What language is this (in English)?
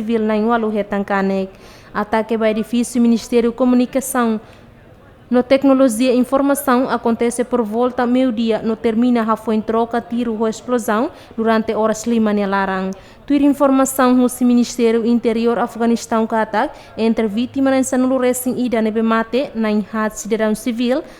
Tetum